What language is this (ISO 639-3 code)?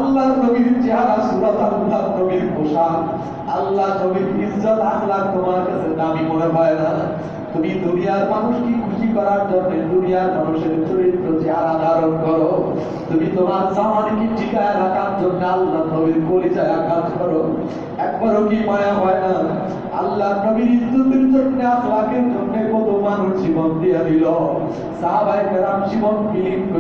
ben